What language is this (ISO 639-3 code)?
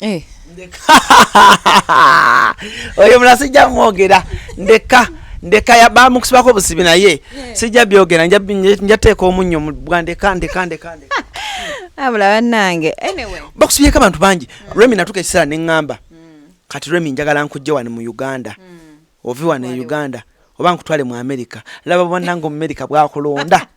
lug